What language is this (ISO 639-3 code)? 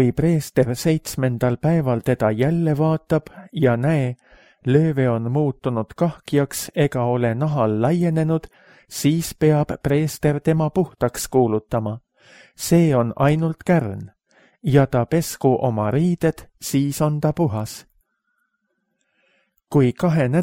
est